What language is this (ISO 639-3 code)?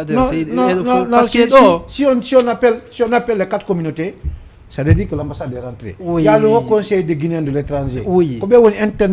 ful